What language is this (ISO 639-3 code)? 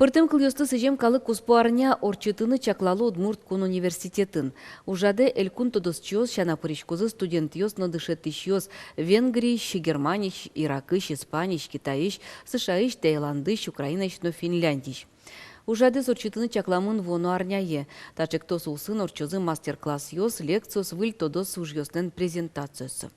udm